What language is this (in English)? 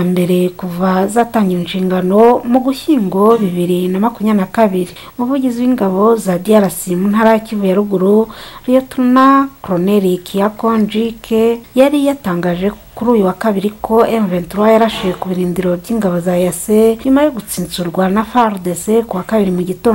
Kinyarwanda